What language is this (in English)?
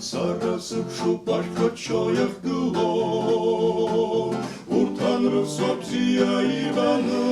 Abkhazian